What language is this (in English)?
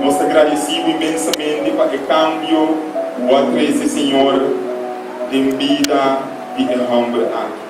Papiamento